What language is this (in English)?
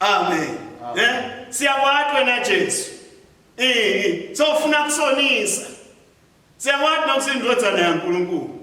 Swati